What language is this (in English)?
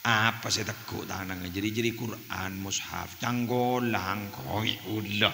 Madurese